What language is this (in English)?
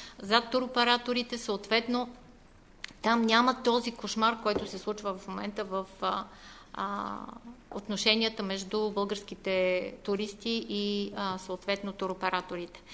Bulgarian